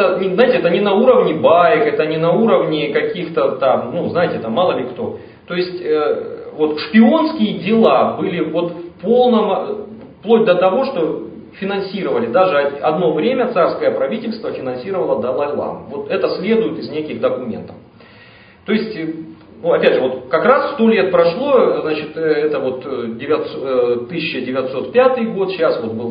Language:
Russian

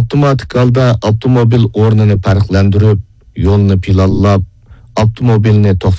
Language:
Uyghur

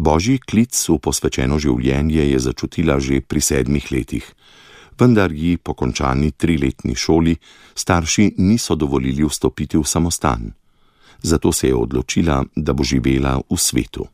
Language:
Slovenian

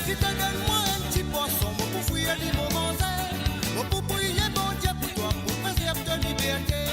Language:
Morisyen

